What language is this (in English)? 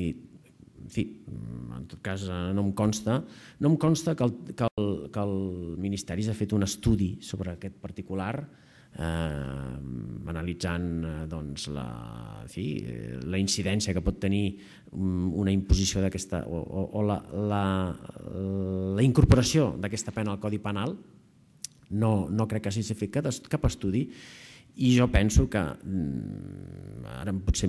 Catalan